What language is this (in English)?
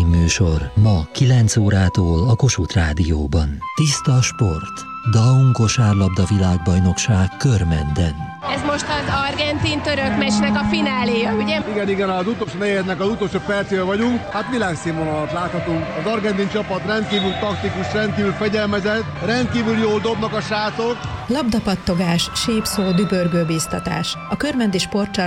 Hungarian